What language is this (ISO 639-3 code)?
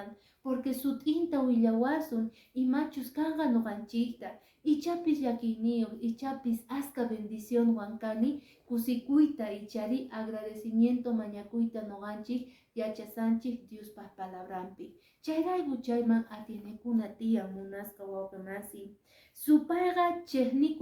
que